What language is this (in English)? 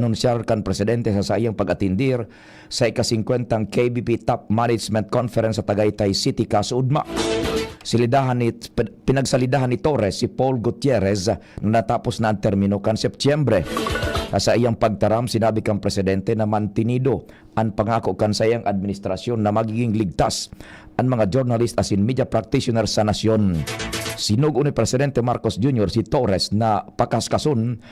Bikol